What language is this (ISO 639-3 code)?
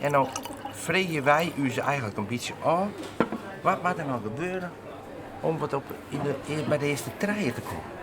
fry